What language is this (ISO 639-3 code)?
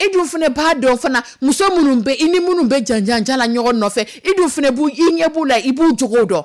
dyu